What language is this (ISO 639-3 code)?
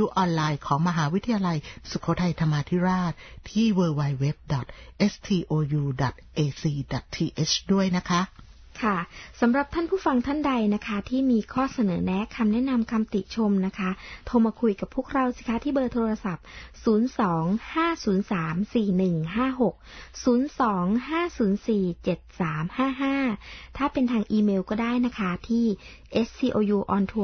tha